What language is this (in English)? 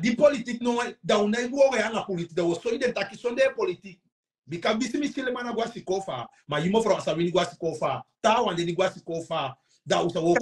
Sranan Tongo